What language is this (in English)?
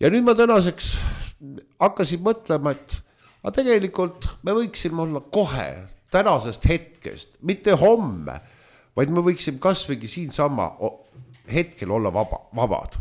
Estonian